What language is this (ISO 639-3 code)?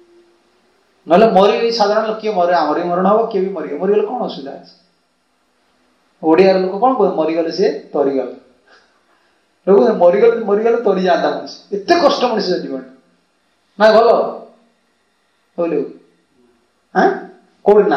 ori